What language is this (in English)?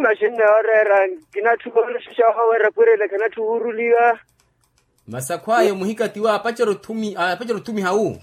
Makhuwa